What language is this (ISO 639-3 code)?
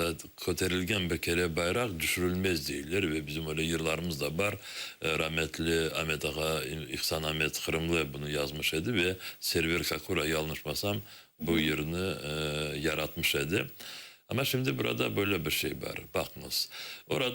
crh